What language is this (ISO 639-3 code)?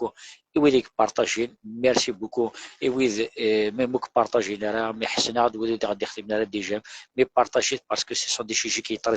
kab